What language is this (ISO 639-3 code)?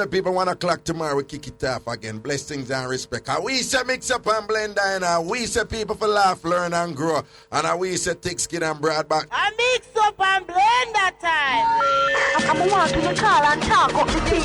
jam